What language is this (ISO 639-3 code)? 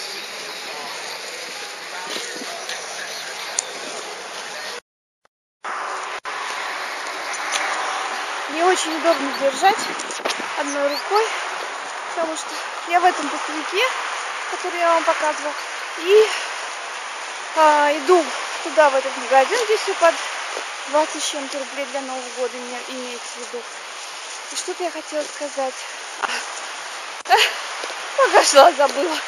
rus